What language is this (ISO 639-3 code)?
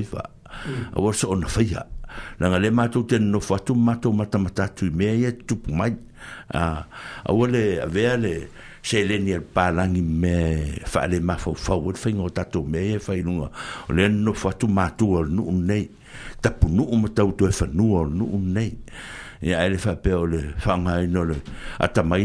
smo